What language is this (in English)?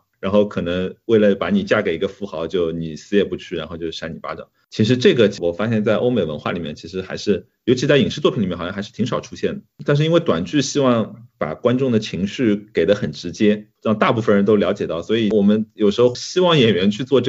Chinese